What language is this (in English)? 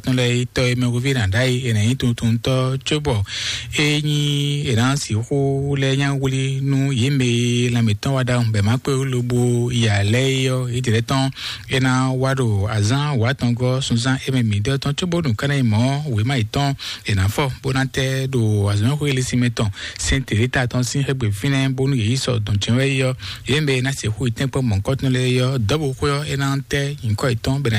Fon